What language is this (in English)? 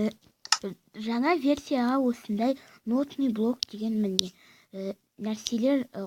Kazakh